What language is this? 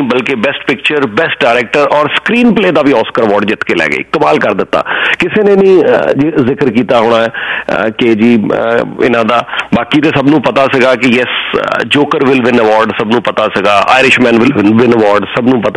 Punjabi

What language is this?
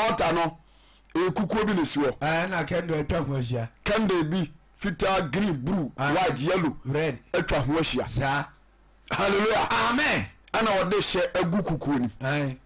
Akan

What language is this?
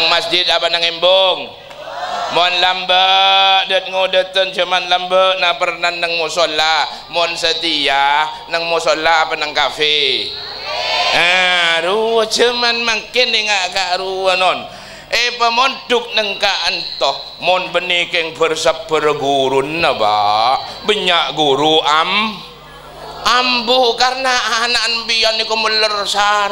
Madurese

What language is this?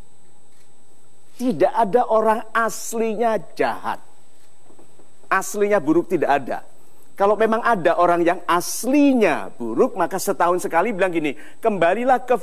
Indonesian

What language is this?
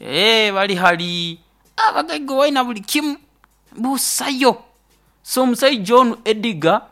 Nyoro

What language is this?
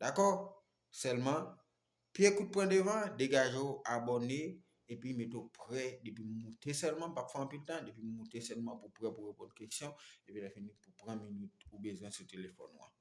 Haitian Creole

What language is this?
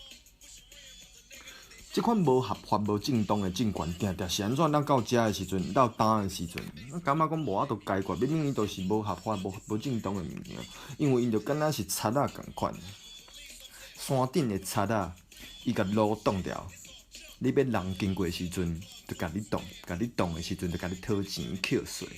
Min Nan Chinese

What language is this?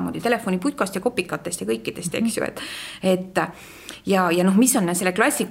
Estonian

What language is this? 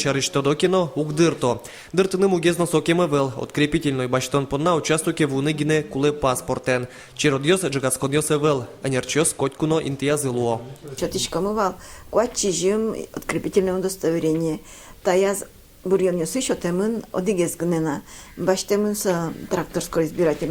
Udmurt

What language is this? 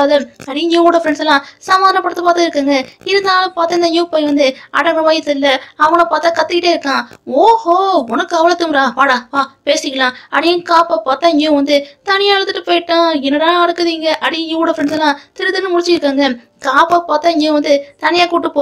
Tamil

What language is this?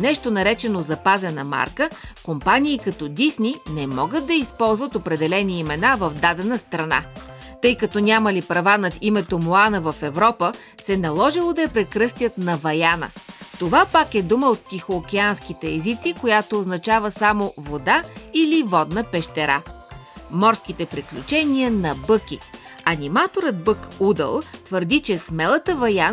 Bulgarian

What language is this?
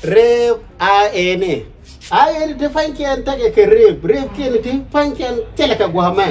Nuer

